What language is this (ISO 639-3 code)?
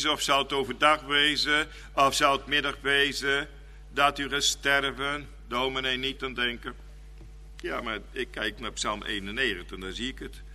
nld